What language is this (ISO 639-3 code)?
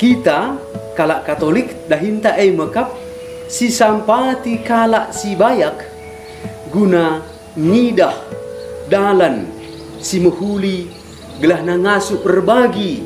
btx